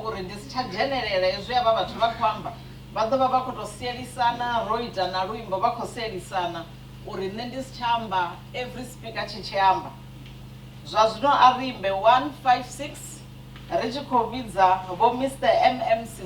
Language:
Venda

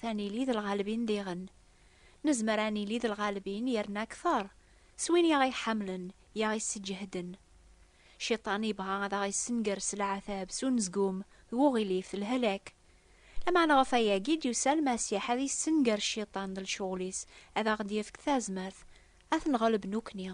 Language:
Kabyle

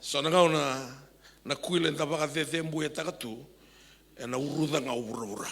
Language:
Fijian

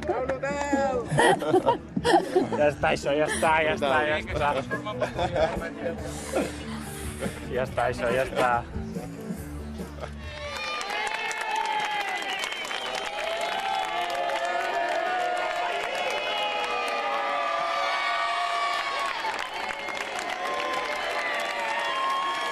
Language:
Catalan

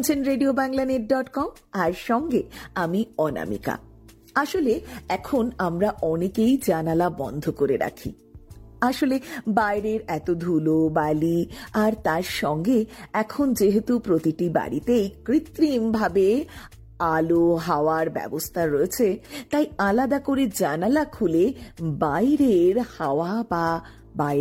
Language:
Bangla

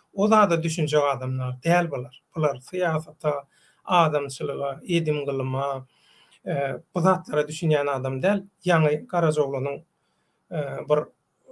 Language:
Turkmen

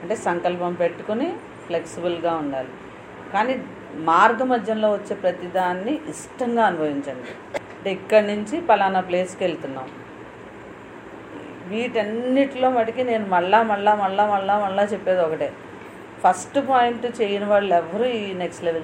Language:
Telugu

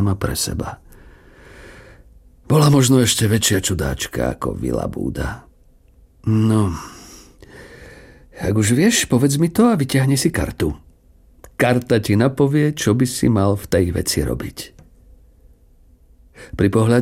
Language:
Slovak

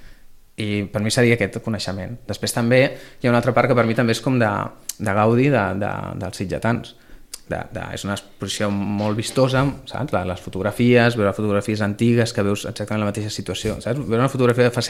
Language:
Catalan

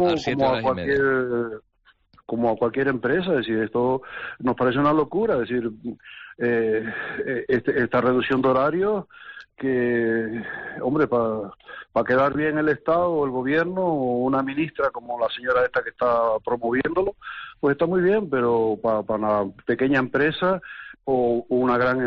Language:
Spanish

